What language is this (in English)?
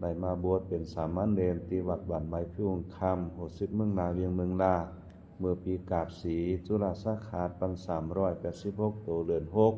Pali